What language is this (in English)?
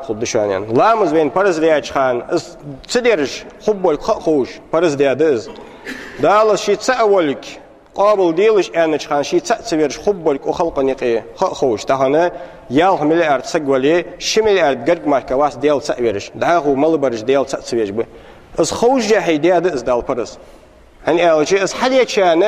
Ingush